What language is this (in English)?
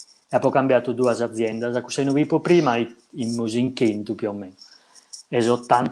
Sardinian